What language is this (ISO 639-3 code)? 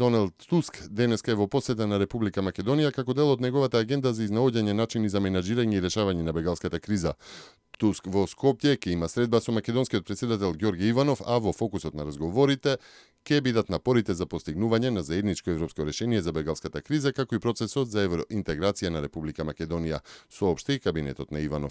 mkd